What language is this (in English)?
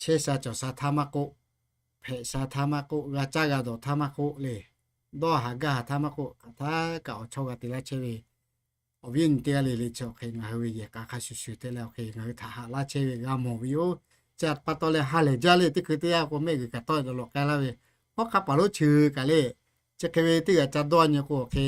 Lahu